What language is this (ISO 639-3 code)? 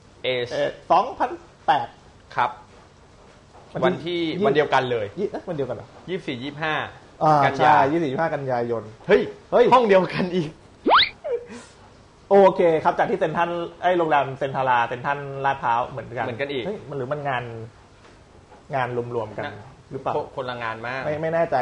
tha